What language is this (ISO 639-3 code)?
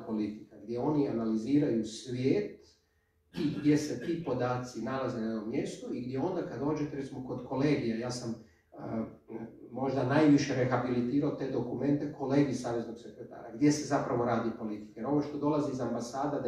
hrv